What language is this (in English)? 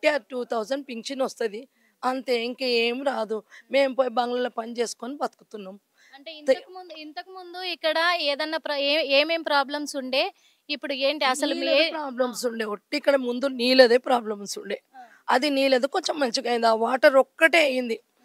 Telugu